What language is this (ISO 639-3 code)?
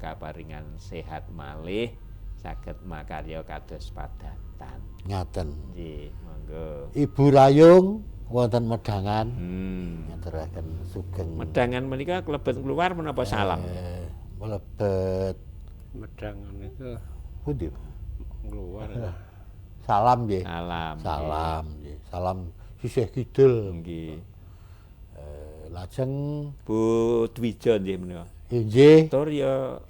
jav